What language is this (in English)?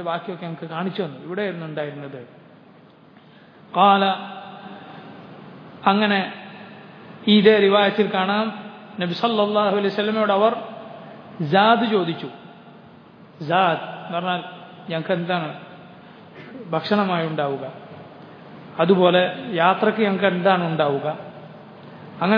Malayalam